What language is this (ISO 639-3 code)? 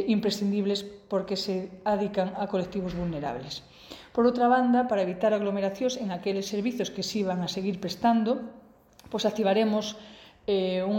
glg